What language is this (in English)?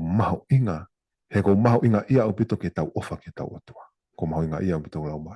Tongan